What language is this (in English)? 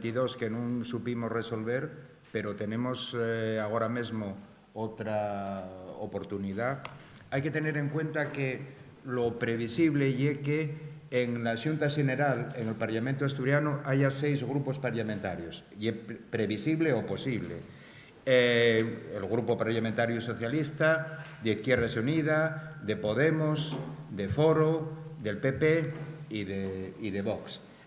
Asturian